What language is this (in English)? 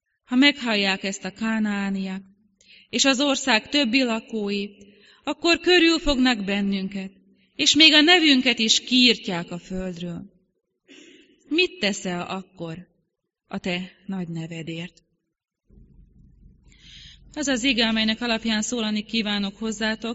Hungarian